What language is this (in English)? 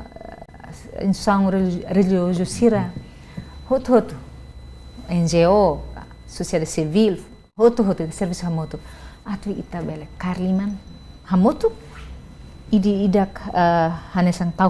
Tetum